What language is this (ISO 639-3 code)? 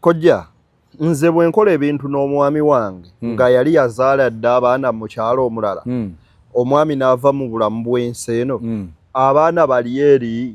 lug